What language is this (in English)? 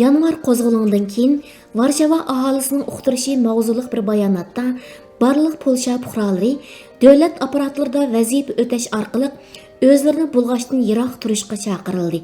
Uyghur